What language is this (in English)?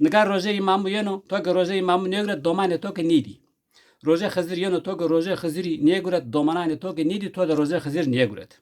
Zaza